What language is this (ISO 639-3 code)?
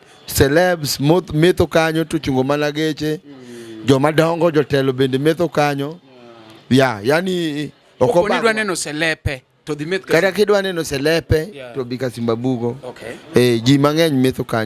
luo